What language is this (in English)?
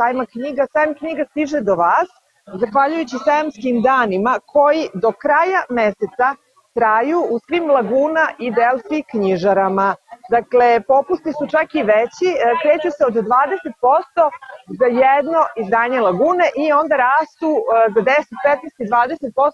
Serbian